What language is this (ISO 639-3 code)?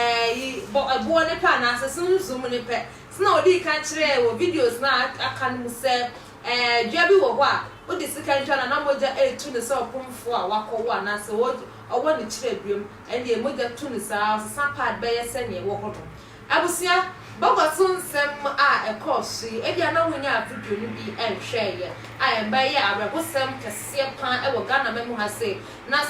aka